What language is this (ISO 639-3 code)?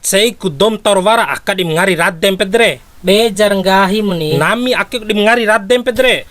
bhp